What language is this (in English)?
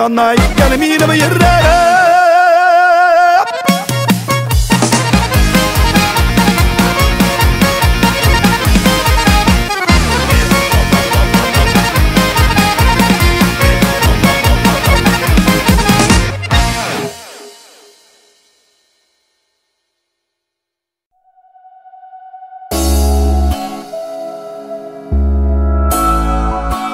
Tatar